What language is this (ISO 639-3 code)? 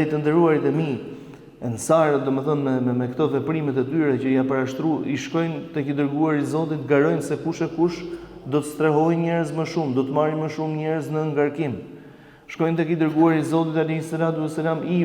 sqi